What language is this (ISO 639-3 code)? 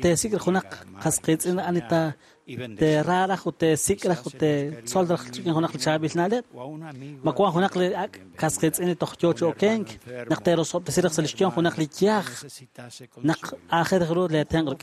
kek